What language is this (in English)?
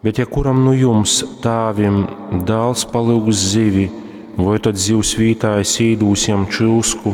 Latgalian